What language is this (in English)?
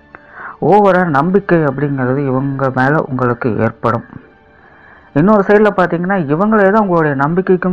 Tamil